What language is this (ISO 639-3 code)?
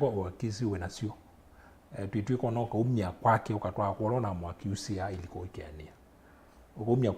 kam